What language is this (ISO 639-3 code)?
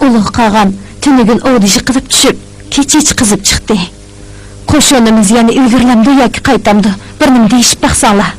uig